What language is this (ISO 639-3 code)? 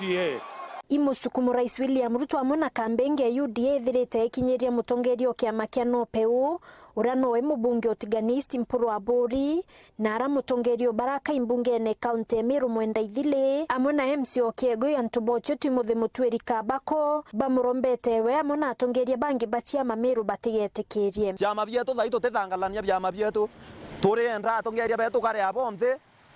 mer